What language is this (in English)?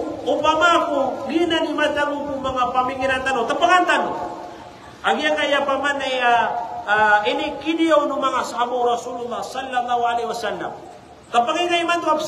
Maranao